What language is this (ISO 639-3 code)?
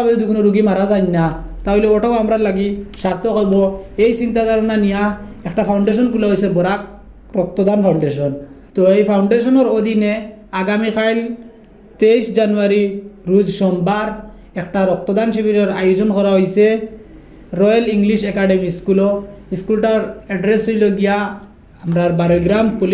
syl